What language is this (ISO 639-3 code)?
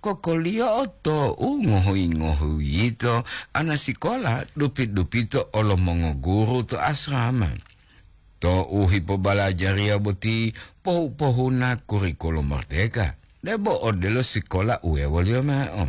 gor